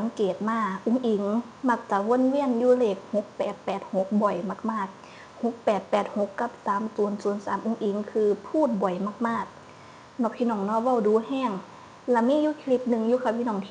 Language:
Northeastern Thai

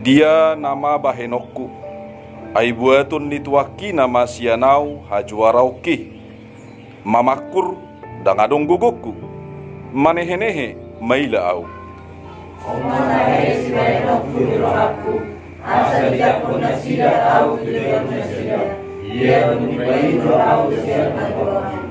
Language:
Batak Toba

